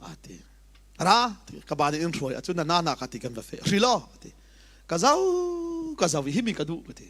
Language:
Falam Chin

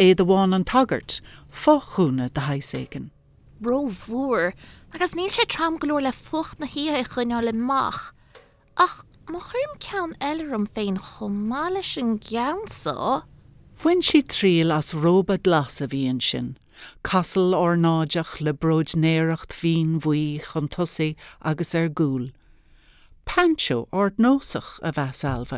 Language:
Irish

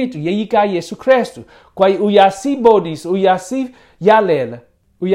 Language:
Xhosa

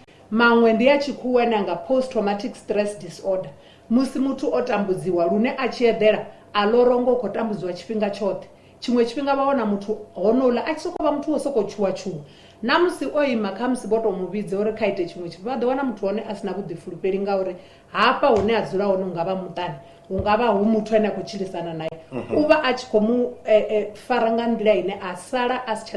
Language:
Venda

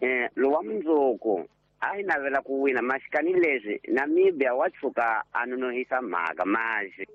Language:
Tsonga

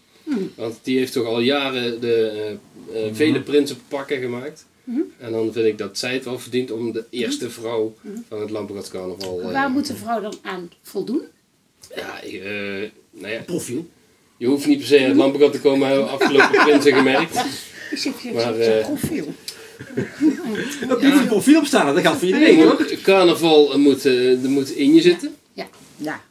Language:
Dutch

